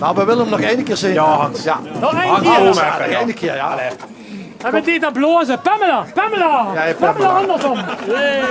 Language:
Limburgish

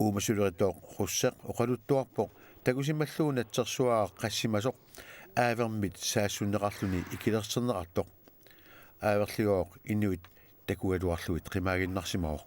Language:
Kalaallisut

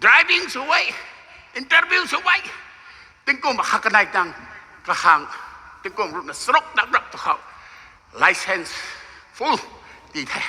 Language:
Rongmei Naga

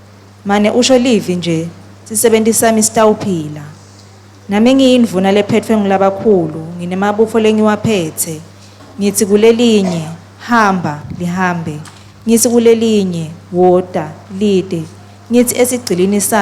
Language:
Swati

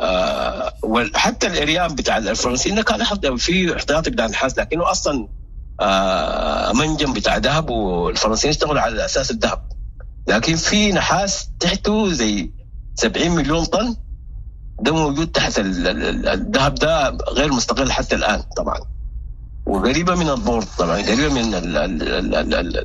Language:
Sudanese Arabic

